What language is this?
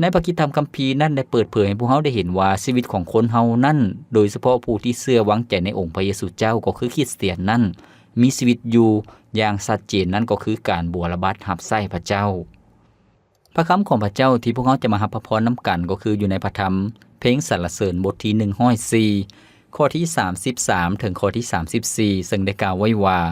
Lao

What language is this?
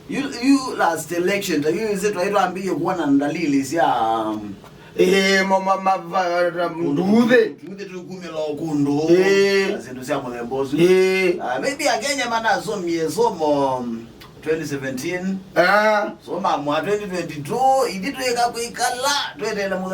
Kamba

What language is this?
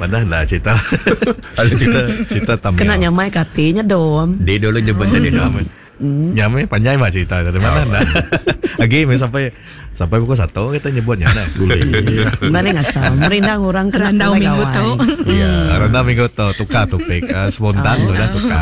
Iban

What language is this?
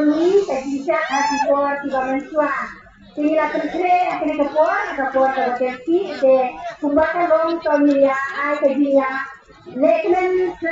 Khasi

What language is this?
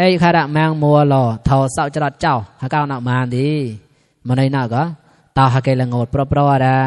Mon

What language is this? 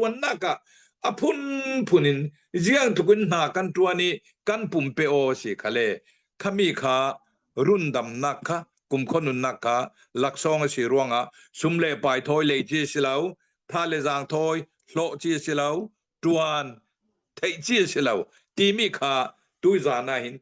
Hakha Chin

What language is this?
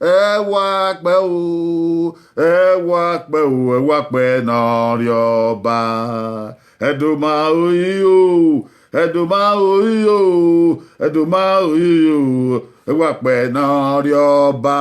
Bini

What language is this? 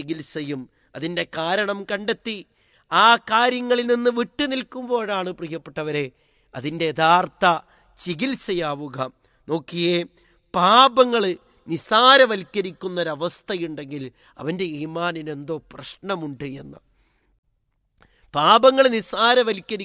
Malayalam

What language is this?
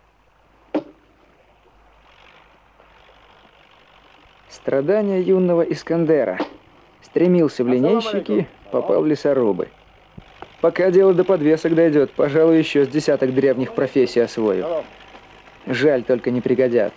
Russian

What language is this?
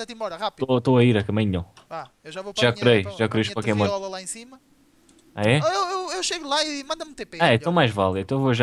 Portuguese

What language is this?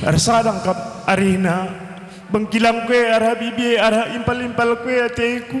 Batak Karo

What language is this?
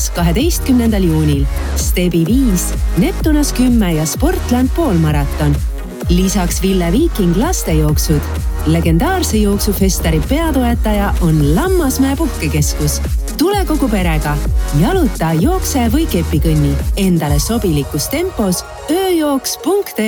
Estonian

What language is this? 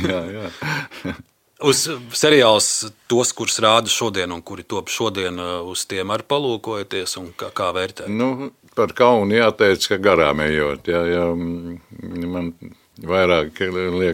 Latvian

